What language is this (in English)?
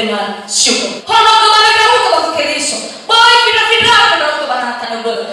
Nias